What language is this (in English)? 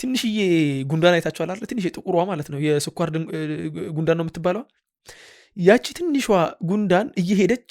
Amharic